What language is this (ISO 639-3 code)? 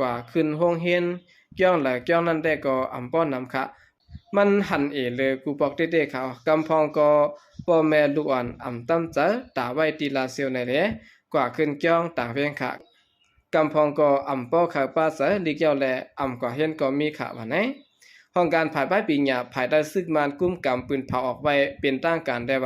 shn